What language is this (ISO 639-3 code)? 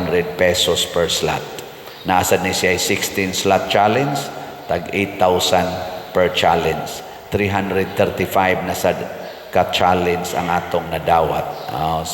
ceb